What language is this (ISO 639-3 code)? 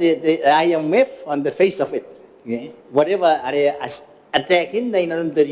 gil